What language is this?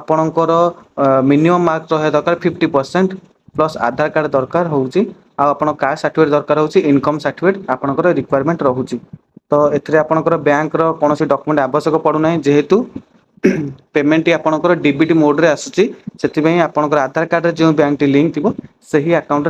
Odia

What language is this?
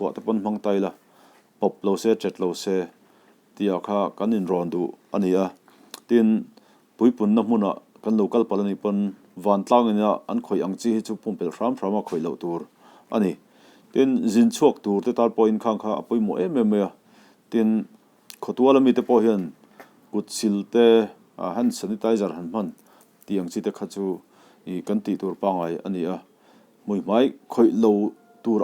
Mizo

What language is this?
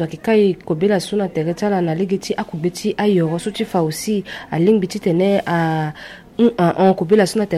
Sango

